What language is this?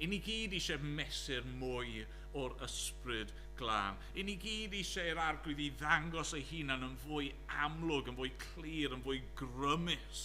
Welsh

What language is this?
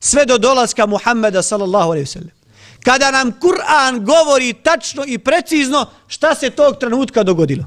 Bosnian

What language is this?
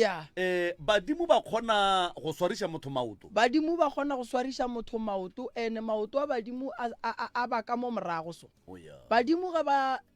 Northern Sotho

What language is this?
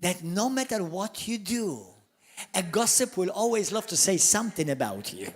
English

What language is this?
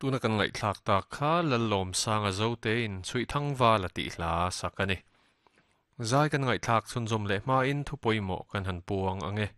Mizo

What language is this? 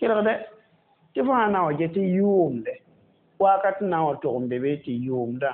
Mossi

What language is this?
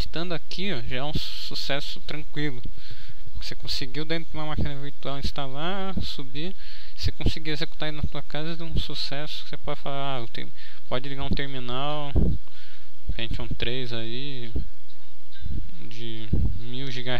Portuguese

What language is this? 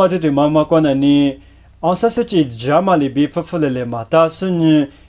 Lisu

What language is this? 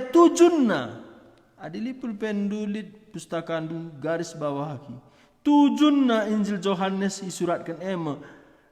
Batak Karo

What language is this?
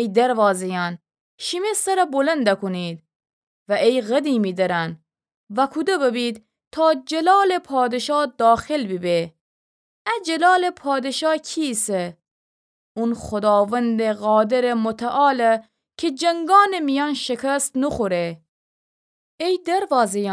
Gilaki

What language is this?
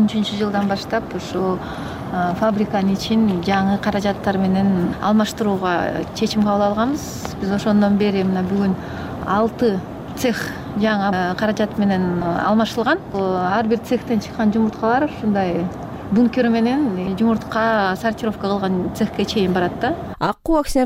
Kyrgyz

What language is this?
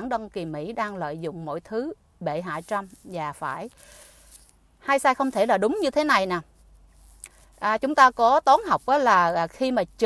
Vietnamese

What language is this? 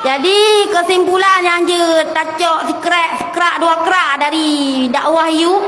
Achinese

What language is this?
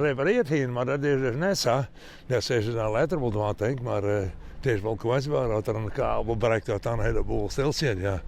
Western Frisian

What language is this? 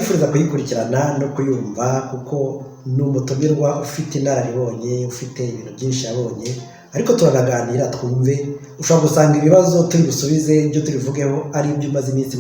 Kinyarwanda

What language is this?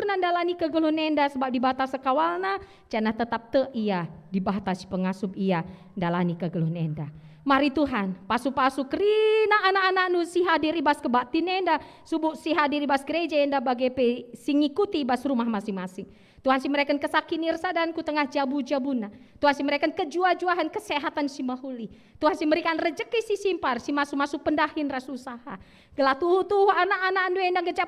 Batak Karo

